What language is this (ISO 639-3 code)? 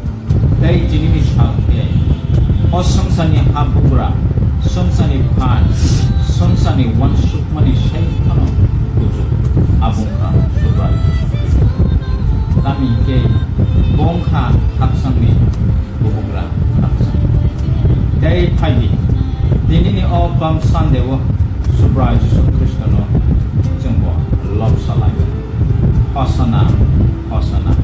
trp